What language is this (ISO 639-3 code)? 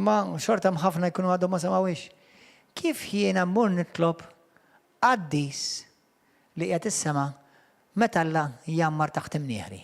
mlt